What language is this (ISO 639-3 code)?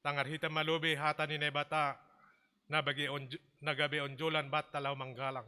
bts